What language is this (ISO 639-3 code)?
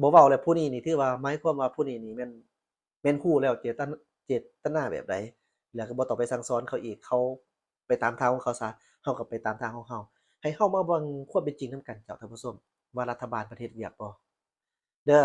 lao